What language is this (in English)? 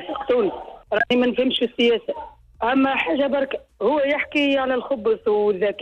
Tunisian Arabic